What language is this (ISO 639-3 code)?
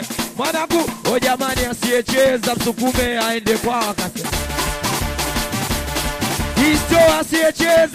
swa